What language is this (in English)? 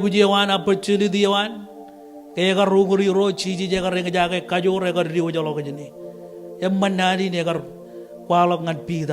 Marshallese